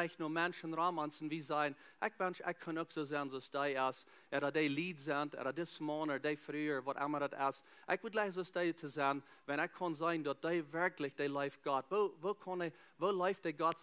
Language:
Plautdietsch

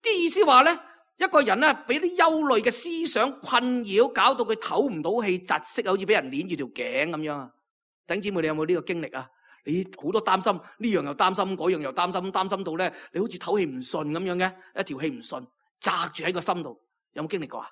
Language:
Cantonese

